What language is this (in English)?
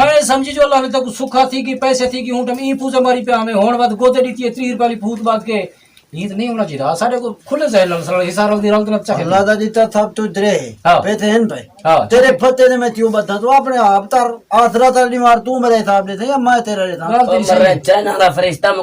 Saraiki